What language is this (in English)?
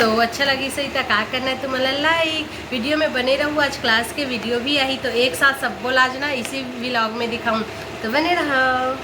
Chhattisgarhi